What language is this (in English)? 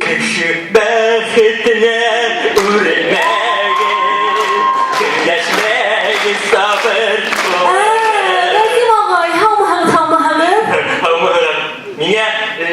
Bashkir